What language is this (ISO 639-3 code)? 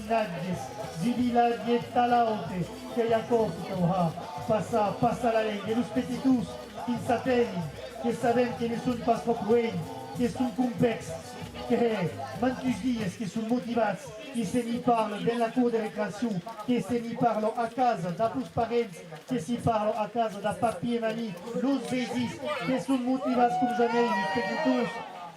oci